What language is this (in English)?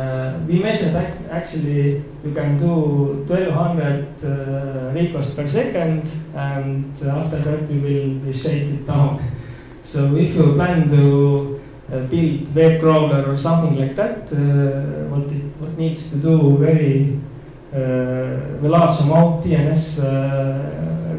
English